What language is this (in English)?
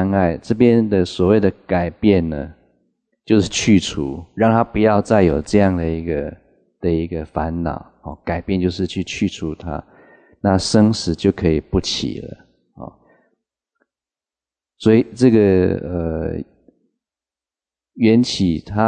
Chinese